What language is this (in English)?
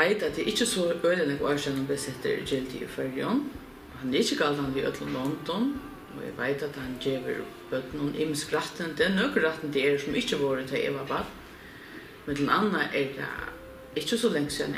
Faroese